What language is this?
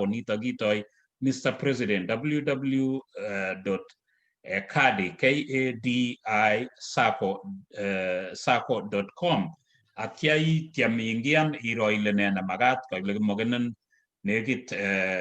Kalenjin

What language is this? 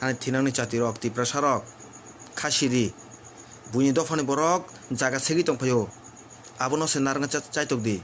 Kok Borok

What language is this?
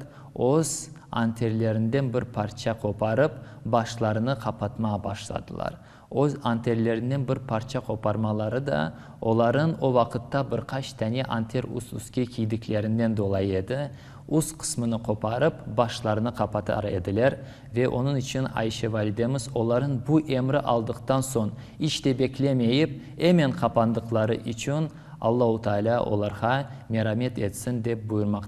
Crimean Tatar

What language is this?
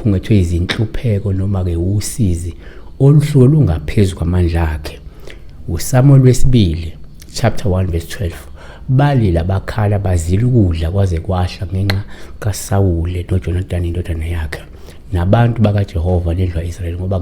Zulu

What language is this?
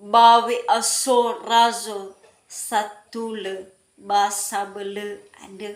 Nias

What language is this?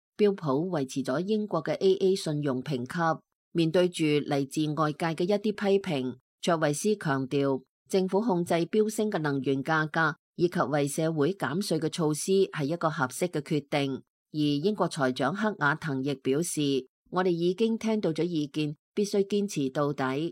Cantonese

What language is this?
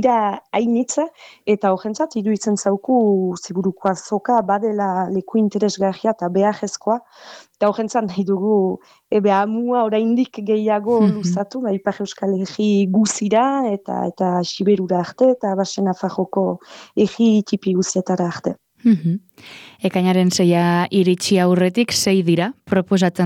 Basque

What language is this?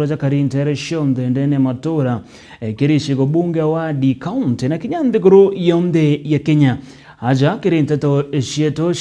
Meru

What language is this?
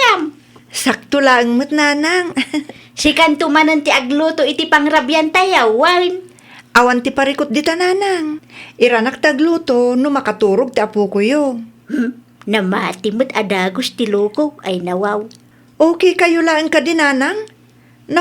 Iloko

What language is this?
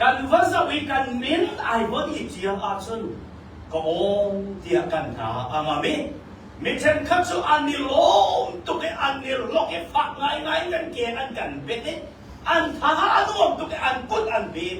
Hakha Chin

